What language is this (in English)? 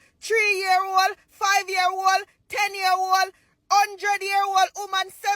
Jamaican Creole English